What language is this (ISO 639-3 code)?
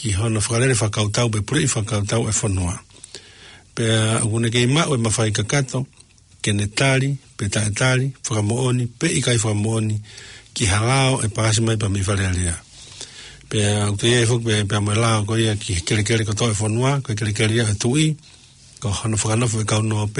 ton